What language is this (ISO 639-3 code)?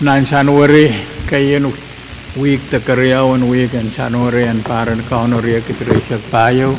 pon